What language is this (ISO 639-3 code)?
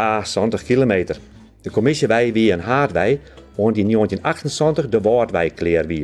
fry